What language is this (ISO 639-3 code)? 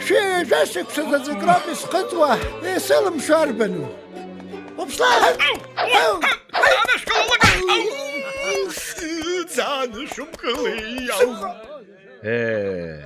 abk